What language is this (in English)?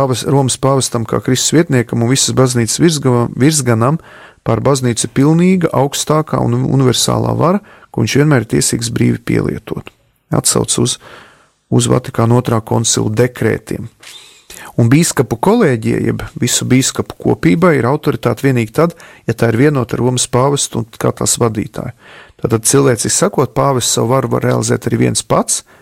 Latvian